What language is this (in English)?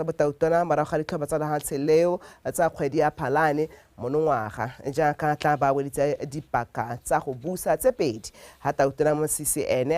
Tswana